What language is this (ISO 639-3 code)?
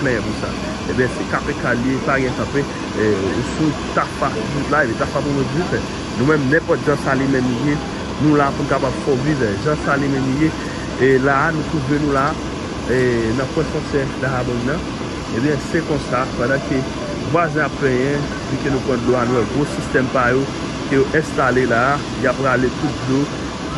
hat